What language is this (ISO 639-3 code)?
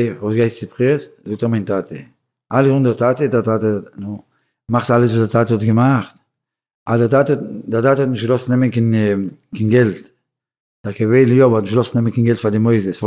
yid